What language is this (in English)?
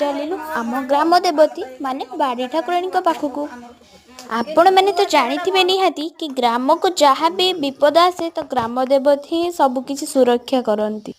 Odia